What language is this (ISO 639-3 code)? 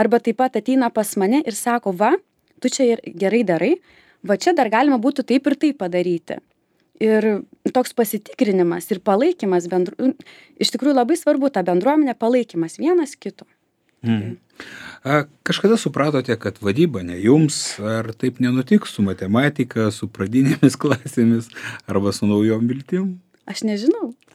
lit